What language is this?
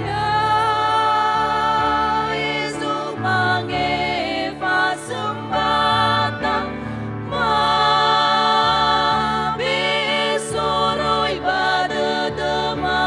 Nias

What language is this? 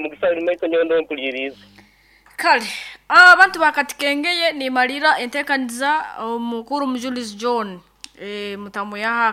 Nyankole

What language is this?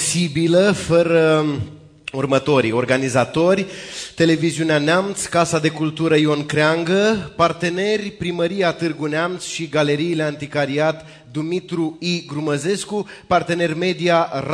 Romanian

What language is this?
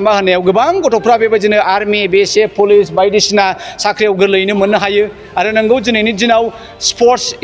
Bodo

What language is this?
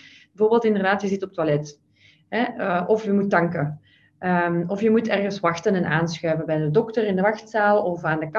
Dutch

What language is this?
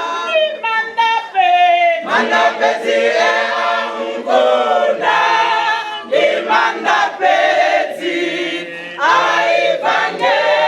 Venda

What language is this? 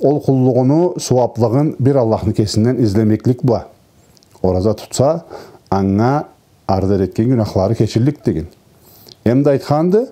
Karachay-Balkar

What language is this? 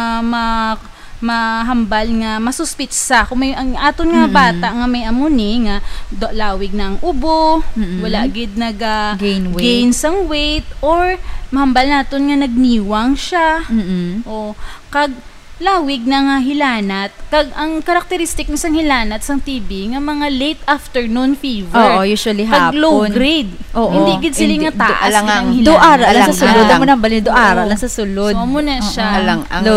Hiligaynon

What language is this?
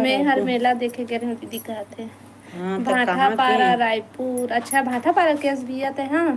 Chhattisgarhi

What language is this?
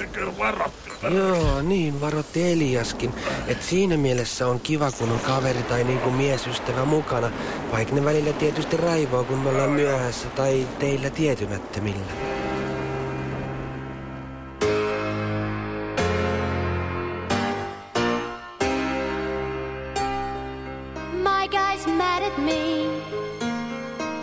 Finnish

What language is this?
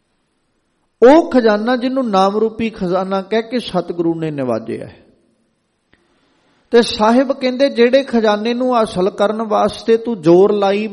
Punjabi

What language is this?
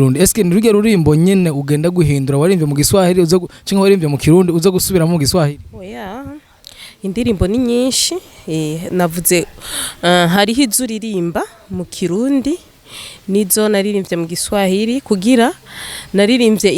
Rundi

